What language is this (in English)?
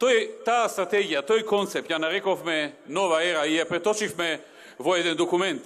Macedonian